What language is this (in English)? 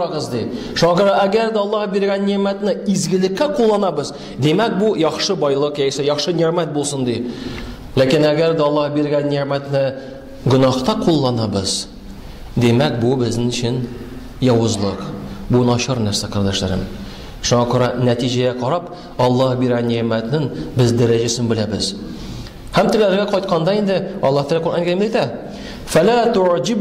Tatar